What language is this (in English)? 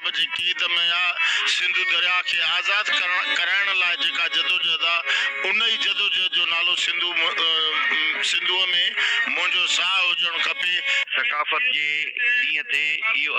Sindhi